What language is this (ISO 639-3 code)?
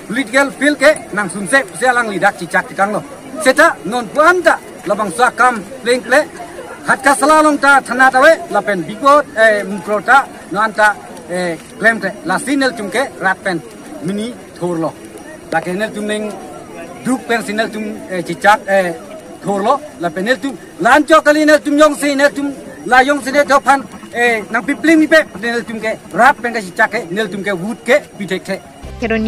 mjw